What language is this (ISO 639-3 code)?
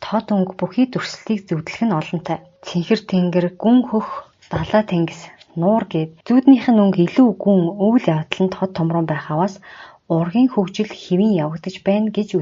mon